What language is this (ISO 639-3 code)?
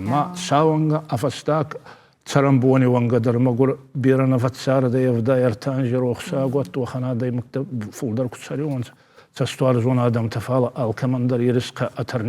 oss